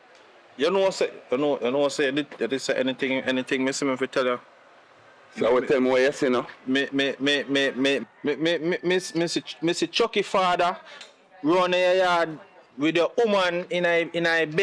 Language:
Jamaican Creole English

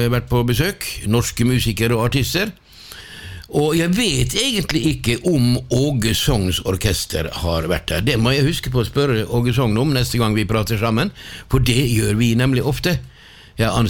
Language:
Norwegian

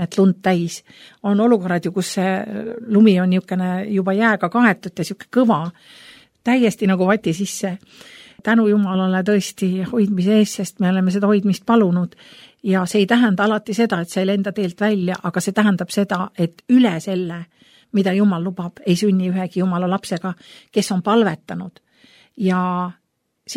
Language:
Estonian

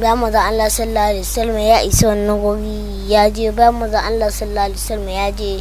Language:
Hausa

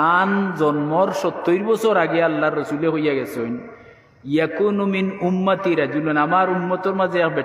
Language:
Sylheti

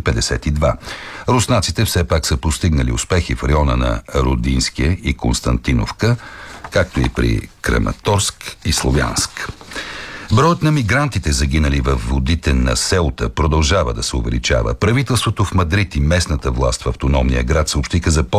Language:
Bulgarian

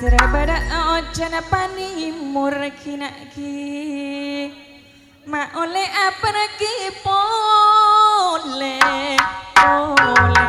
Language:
Madurese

